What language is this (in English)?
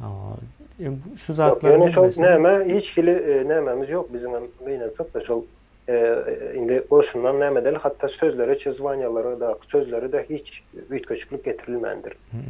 Turkmen